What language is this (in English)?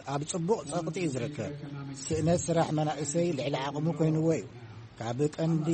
Tigrinya